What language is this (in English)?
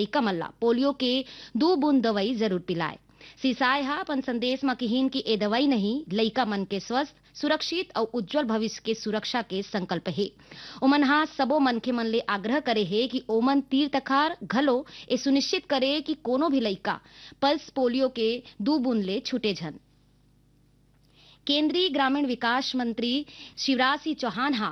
Chhattisgarhi